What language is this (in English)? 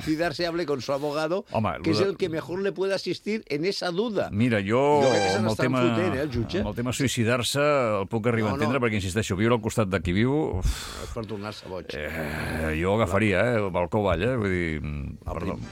Catalan